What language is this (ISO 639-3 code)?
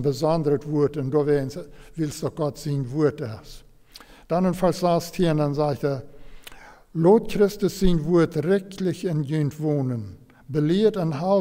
pdt